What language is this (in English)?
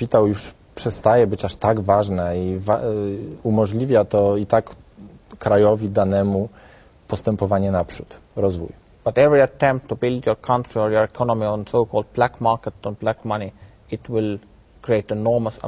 Polish